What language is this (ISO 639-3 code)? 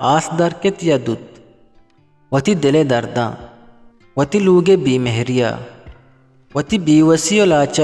bgp